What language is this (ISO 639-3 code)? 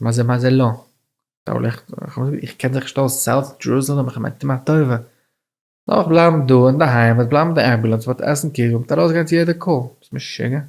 yid